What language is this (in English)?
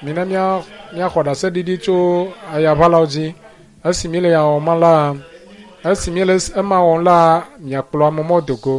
Ewe